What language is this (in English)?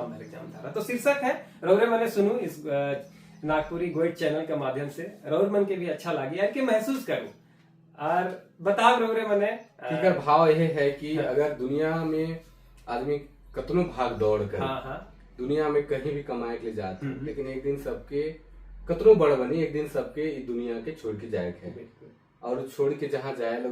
Sadri